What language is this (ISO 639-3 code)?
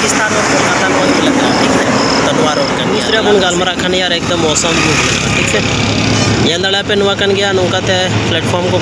sat